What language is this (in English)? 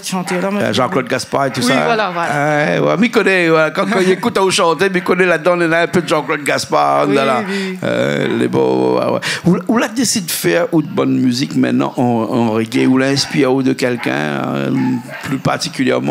Réunion Creole French